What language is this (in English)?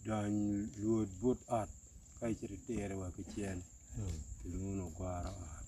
Acoli